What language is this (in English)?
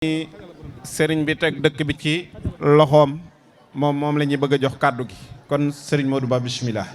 Wolof